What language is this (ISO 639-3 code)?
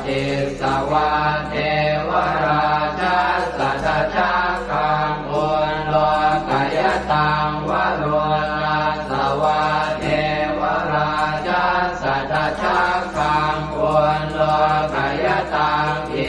pli